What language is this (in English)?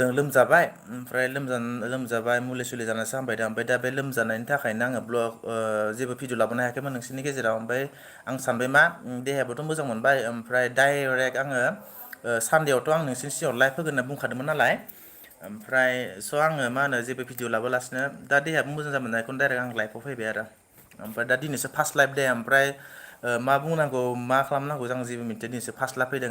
Bodo